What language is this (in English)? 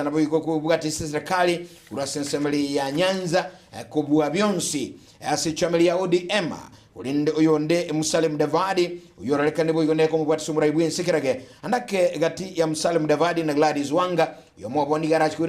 Gusii